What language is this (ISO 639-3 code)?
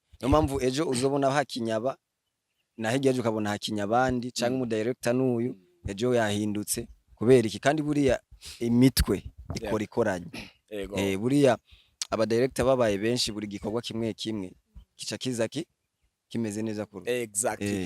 run